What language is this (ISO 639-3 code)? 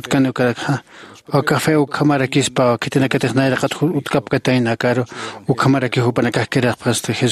aym